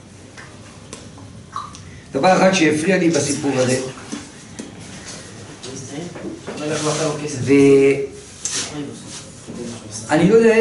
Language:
Hebrew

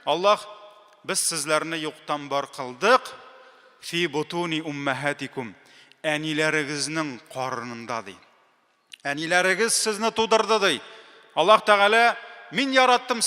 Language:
Tatar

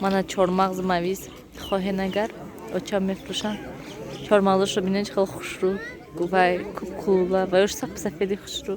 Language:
Tajik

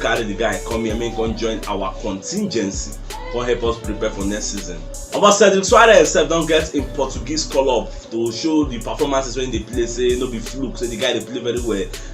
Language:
Nigerian Pidgin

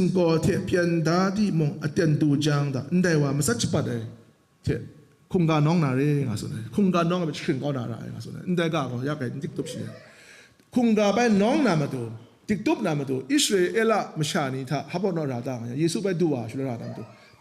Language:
Kachin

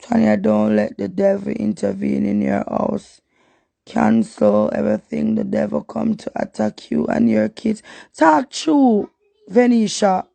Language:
Jamaican Creole English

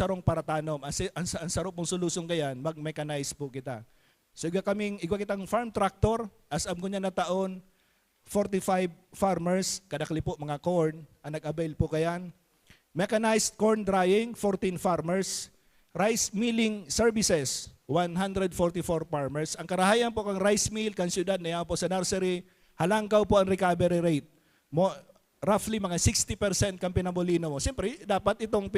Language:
Bikol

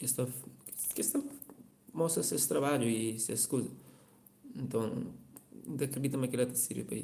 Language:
Kabuverdianu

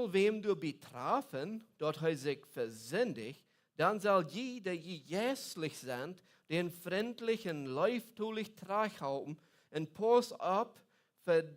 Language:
Plautdietsch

